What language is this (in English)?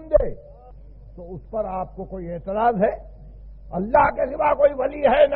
Urdu